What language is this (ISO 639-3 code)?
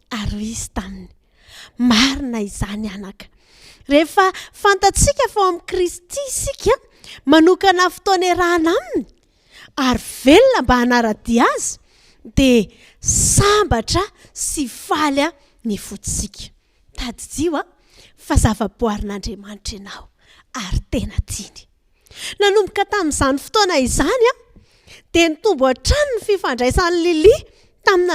mlg